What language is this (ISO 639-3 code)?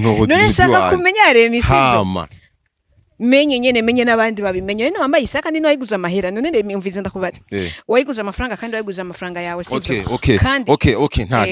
run